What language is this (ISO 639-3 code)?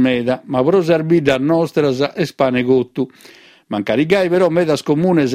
srd